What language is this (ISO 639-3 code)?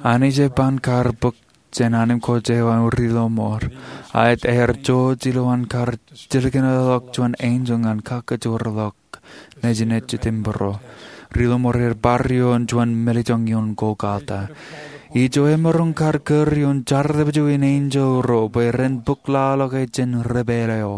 mah